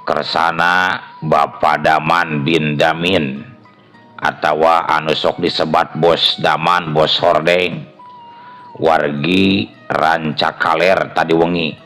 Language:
Sundanese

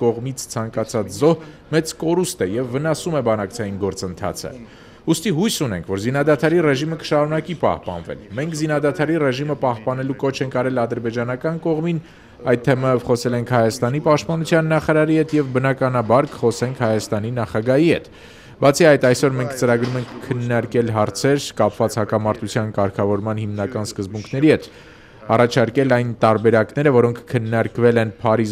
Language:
Armenian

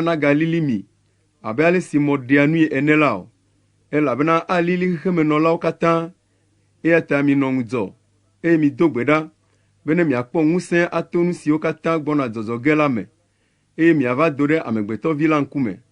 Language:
Ewe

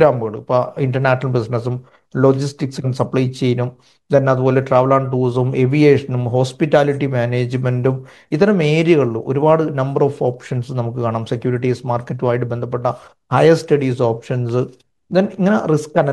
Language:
Malayalam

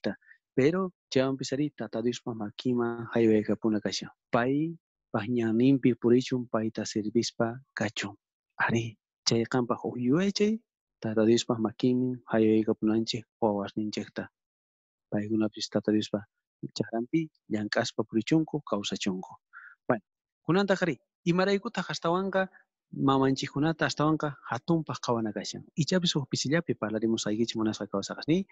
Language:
South Bolivian Quechua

